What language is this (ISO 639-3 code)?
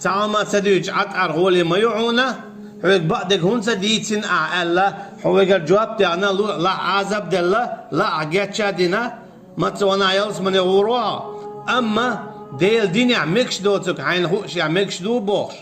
che